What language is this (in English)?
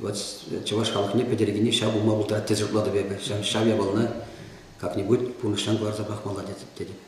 Chuvash